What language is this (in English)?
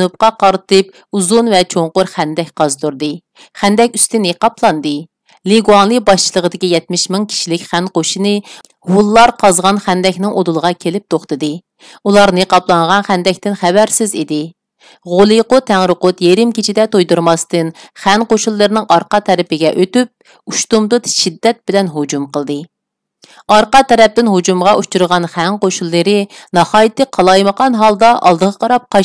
Uyghur